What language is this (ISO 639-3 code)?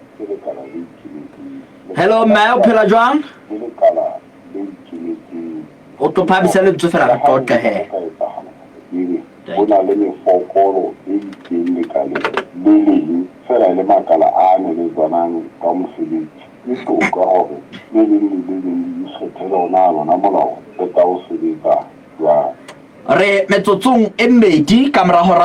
sot